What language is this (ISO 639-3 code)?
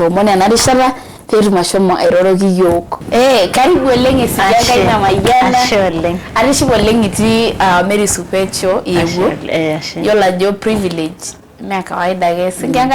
mas